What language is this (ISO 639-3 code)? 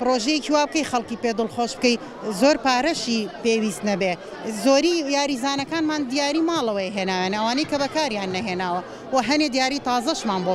ckb